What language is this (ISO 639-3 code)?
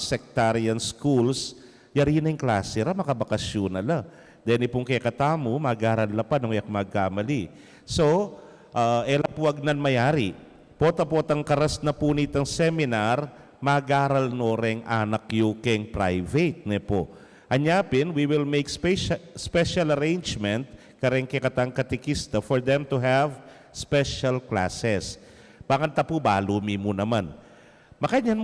pam